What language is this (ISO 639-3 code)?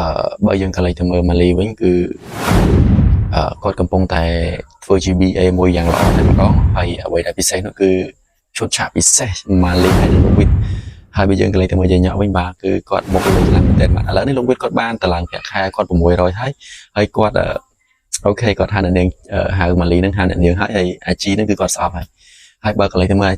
khm